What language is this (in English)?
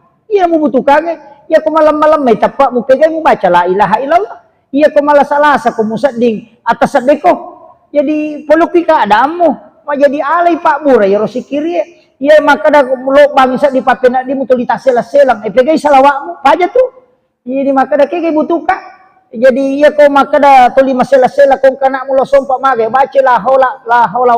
Buginese